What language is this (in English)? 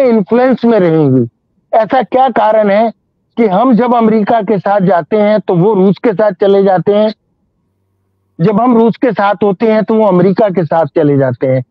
Hindi